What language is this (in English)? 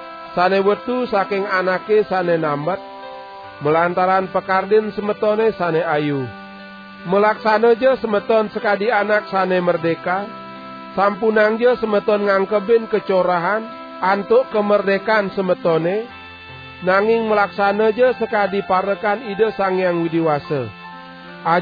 Balinese